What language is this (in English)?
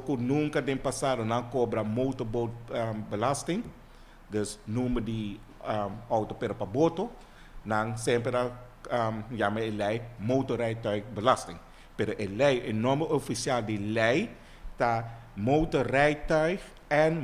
Papiamento